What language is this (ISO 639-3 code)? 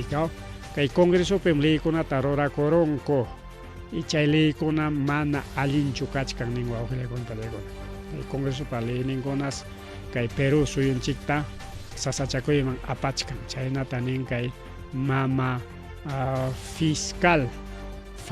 quy